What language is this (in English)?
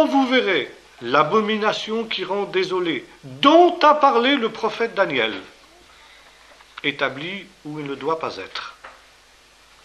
French